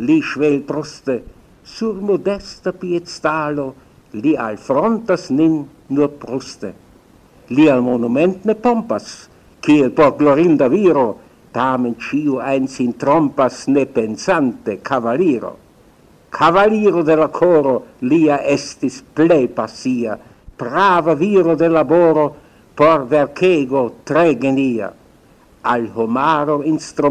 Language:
Esperanto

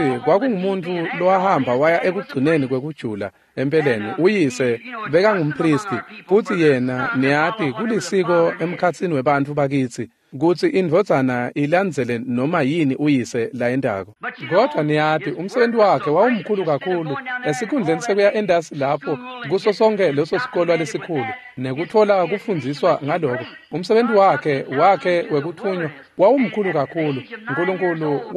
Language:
Swati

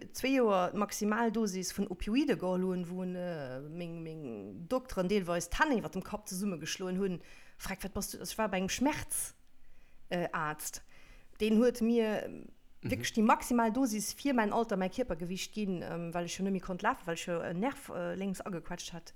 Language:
Luxembourgish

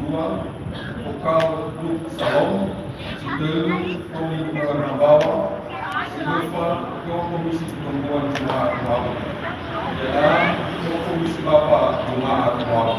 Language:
Nias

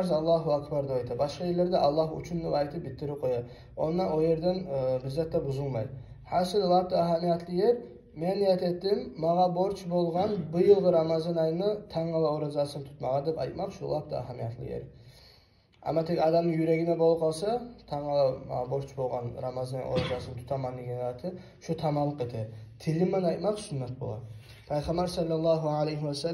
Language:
Kumyk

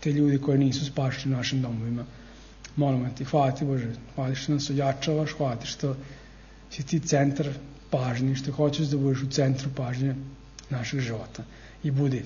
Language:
Serbian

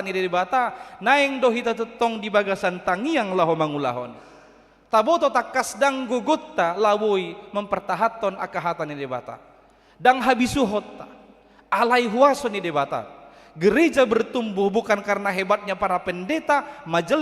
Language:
Batak Toba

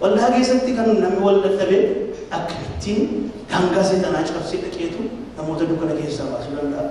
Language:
Oromo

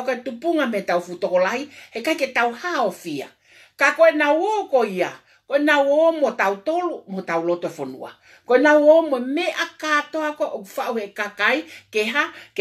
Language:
Tongan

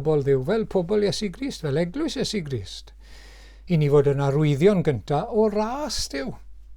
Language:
Welsh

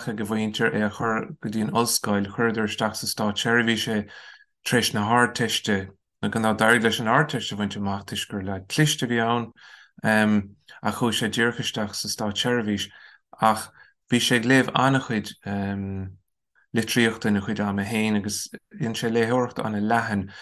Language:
Irish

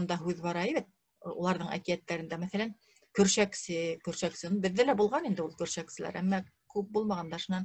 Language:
Bashkir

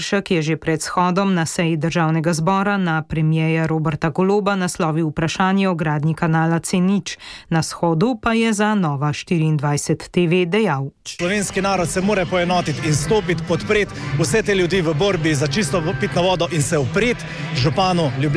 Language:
Slovenian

